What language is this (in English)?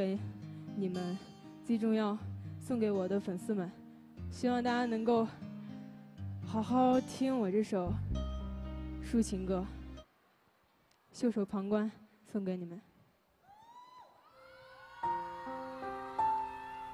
Chinese